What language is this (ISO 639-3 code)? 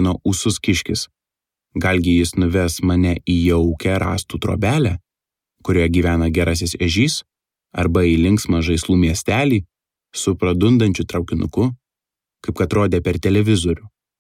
lit